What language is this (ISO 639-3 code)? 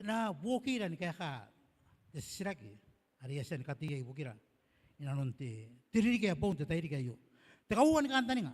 gil